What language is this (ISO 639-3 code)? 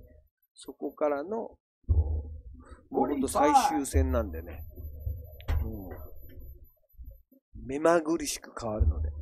jpn